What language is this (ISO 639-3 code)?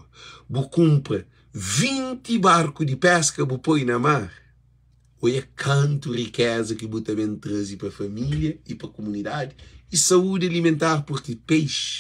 kea